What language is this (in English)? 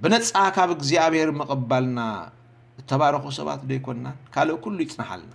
Tigrinya